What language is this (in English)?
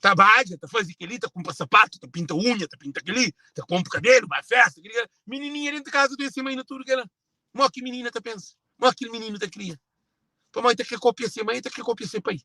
Kabuverdianu